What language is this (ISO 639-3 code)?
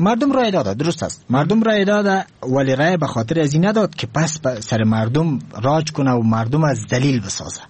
fas